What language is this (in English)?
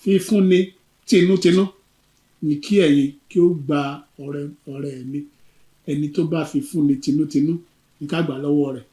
Yoruba